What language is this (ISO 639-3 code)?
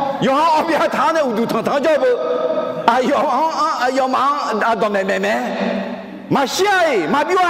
ahk